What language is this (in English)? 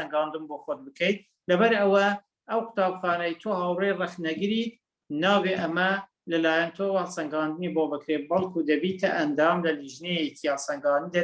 Central Kurdish